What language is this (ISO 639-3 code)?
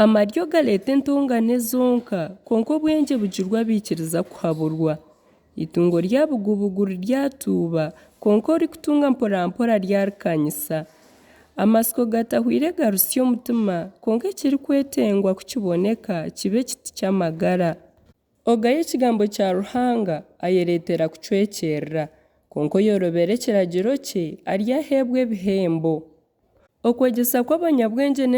nyn